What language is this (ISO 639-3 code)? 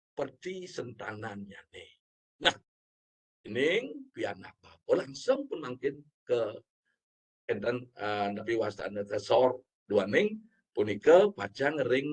ban